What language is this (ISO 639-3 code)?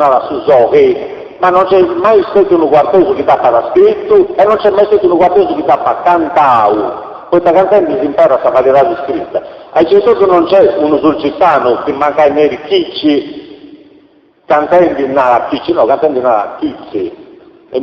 srd